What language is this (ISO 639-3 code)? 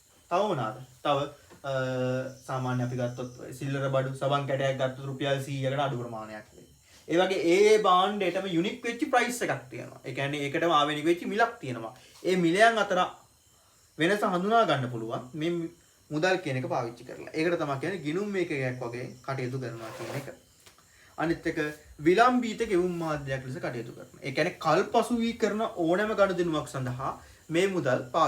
sin